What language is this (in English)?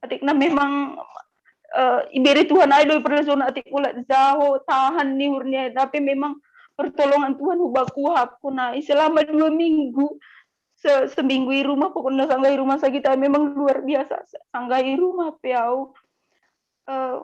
Batak Simalungun